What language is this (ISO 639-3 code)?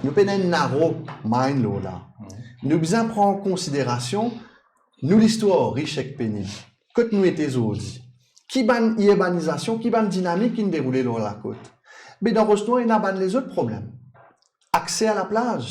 mfe